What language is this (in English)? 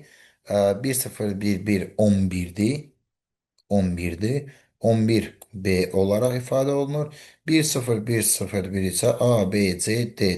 Azerbaijani